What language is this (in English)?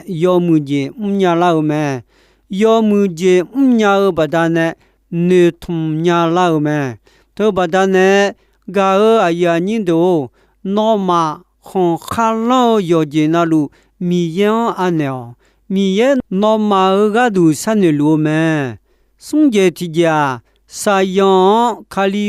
Akha